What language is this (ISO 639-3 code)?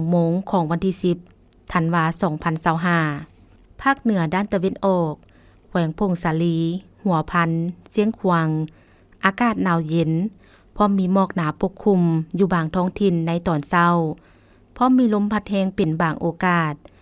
lao